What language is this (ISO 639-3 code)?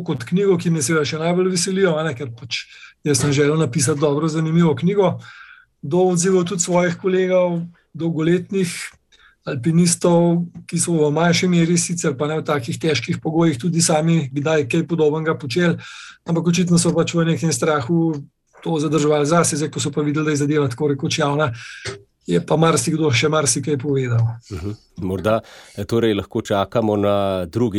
slv